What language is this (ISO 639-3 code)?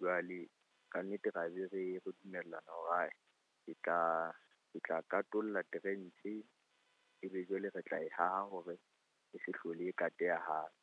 sot